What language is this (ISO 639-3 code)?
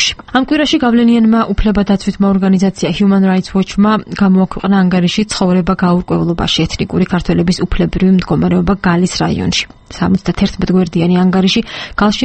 kat